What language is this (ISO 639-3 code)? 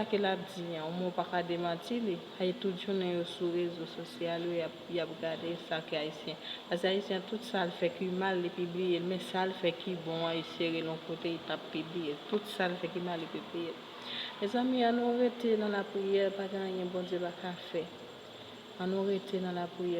hat